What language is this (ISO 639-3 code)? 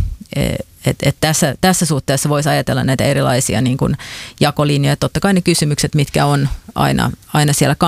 fin